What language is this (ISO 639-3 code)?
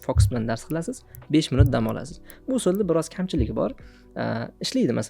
uzb